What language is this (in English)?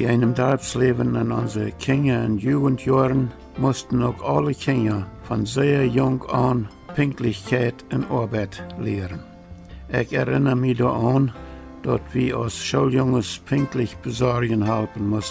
Plautdietsch